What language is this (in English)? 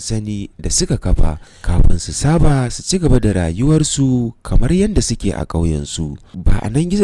Hausa